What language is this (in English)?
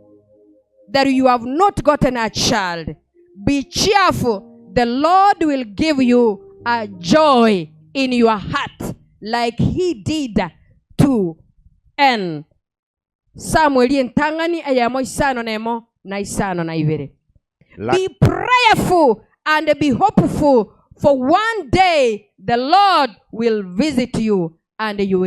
Gusii